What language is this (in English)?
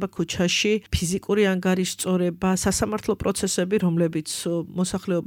Georgian